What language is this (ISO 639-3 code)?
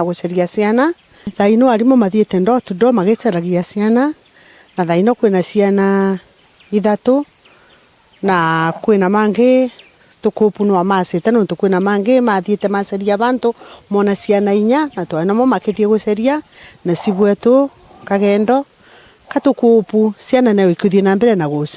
mer